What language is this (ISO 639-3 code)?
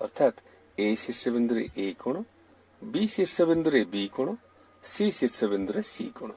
ori